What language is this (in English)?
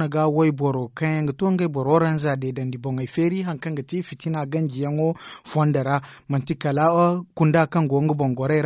Zarma